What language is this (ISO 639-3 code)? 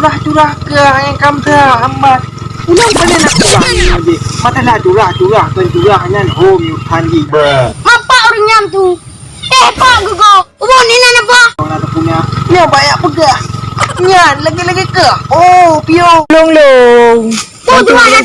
ace